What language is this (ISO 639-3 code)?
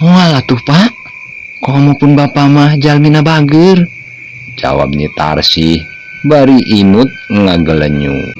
sun